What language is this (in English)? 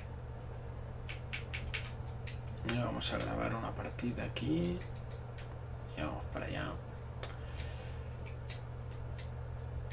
Spanish